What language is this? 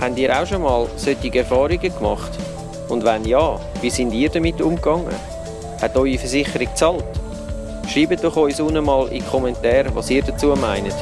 Swiss German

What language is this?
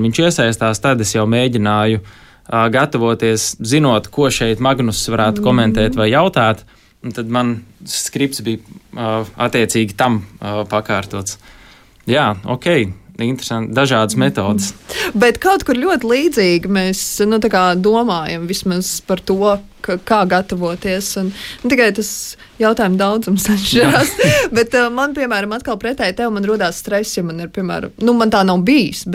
Latvian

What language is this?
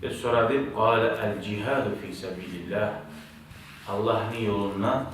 Kumyk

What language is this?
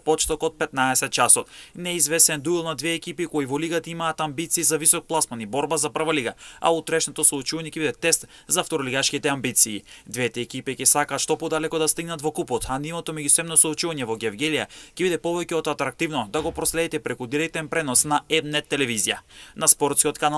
Macedonian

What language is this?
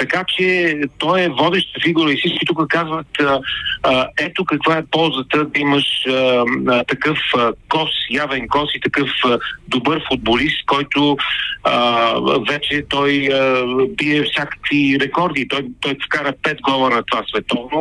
Bulgarian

